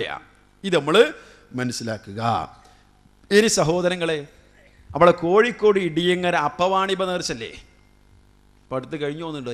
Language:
Malayalam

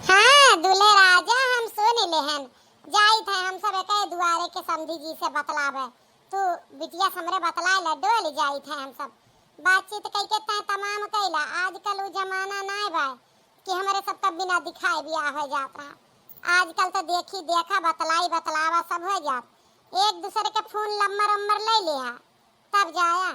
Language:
Awadhi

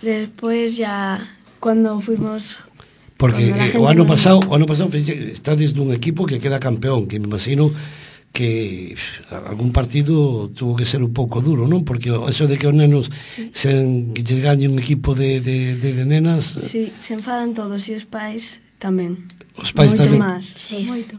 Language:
Galician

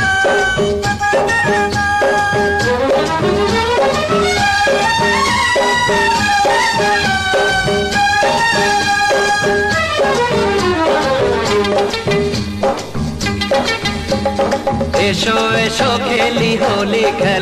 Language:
Bangla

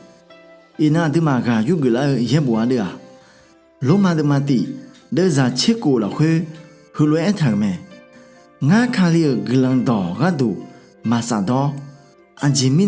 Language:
Akha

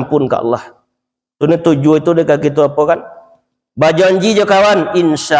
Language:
Minangkabau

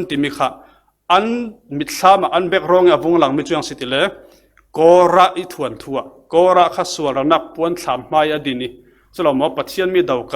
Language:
Falam Chin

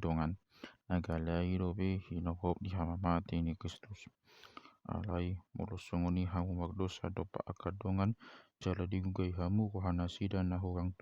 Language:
Batak Toba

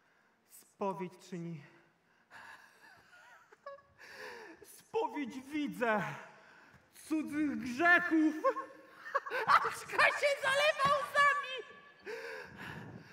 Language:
Polish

